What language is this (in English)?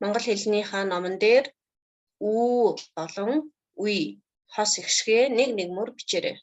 Mongolian